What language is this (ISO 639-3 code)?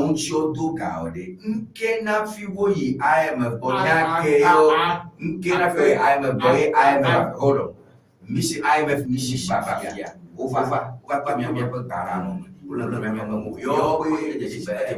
ewe